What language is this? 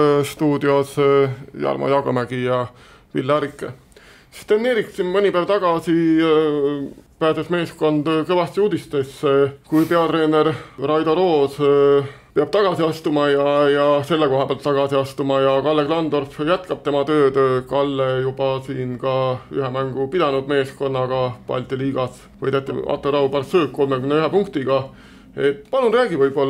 Estonian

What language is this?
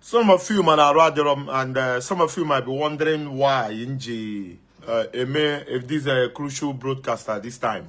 Igbo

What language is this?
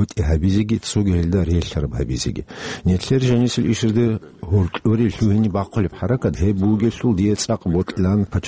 Avaric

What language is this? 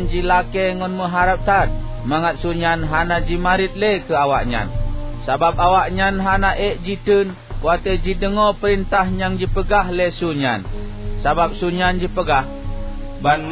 Achinese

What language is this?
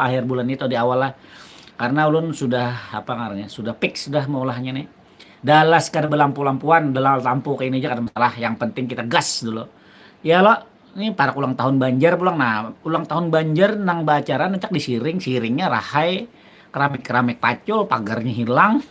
Banjar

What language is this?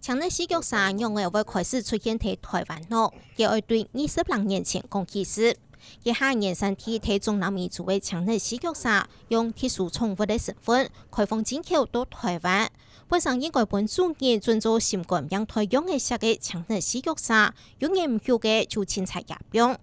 Hakka Chinese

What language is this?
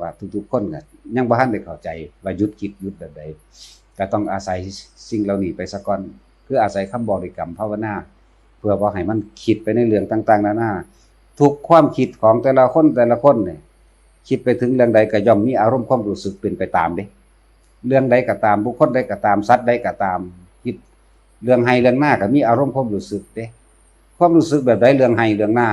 Northeastern Thai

